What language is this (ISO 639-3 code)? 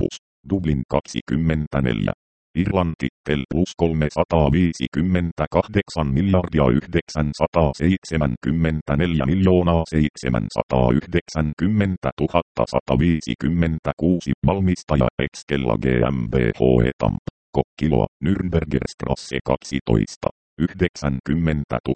fin